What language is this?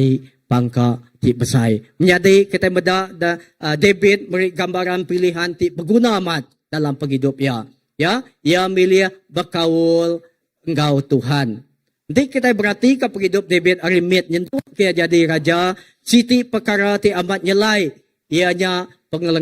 Iban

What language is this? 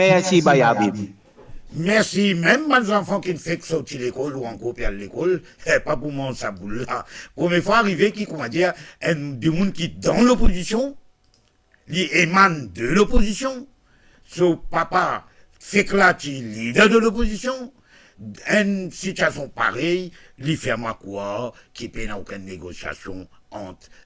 Morisyen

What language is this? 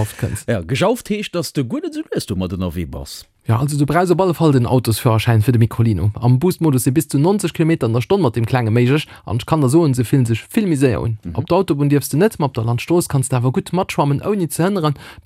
Luxembourgish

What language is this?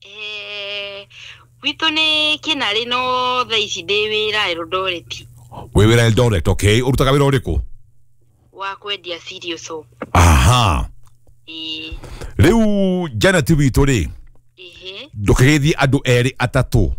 Kikuyu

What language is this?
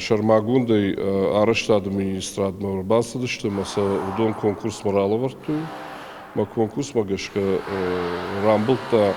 Ossetic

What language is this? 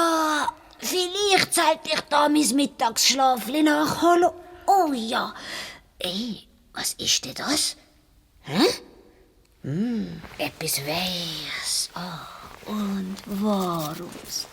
Swiss German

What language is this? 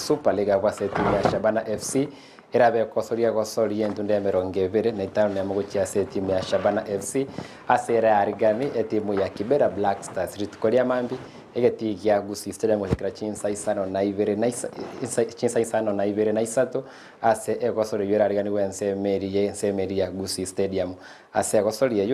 Gusii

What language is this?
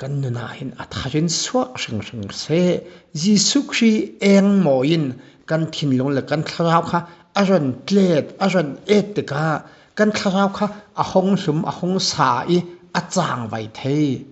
Falam Chin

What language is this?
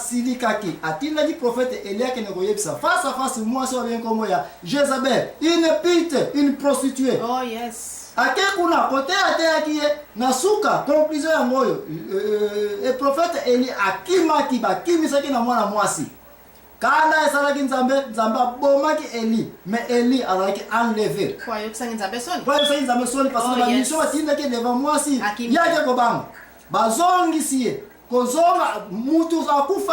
Lingala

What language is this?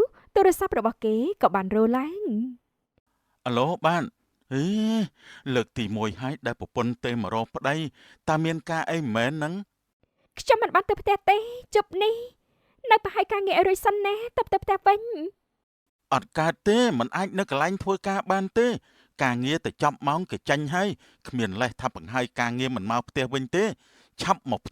Khmer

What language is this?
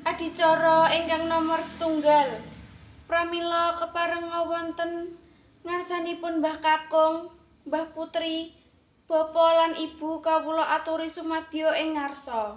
Javanese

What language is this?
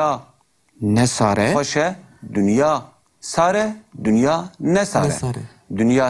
Kurdish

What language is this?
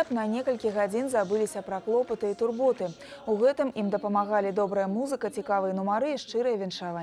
Belarusian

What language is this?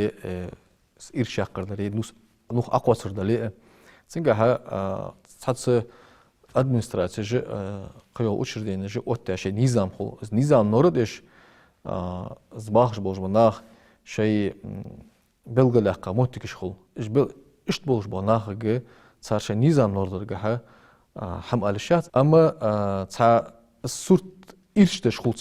Ingush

